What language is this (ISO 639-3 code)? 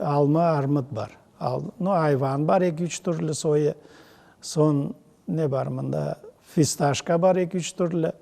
crh